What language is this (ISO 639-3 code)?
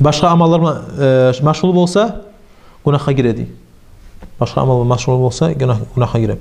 kum